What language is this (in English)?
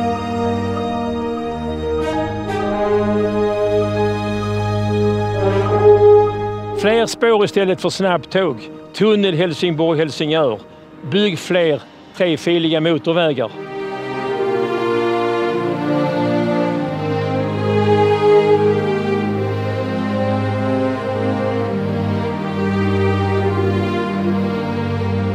Swedish